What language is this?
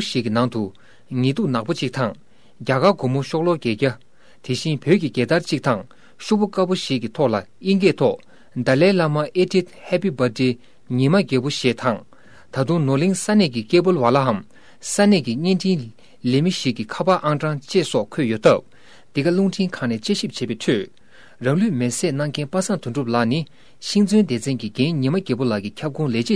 Tibetan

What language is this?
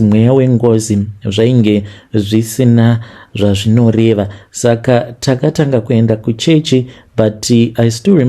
Shona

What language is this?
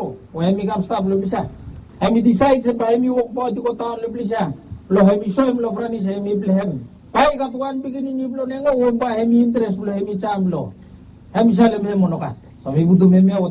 Bislama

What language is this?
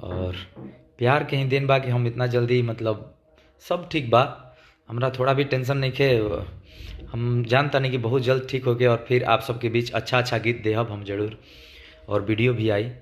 Bhojpuri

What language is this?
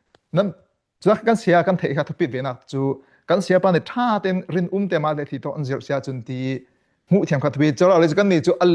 Falam Chin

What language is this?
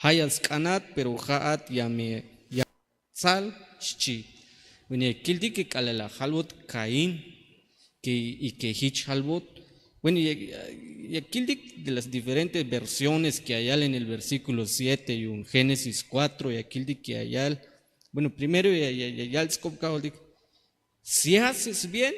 Tzeltal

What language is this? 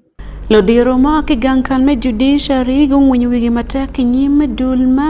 Acoli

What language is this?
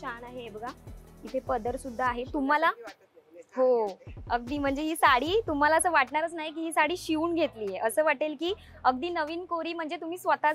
Marathi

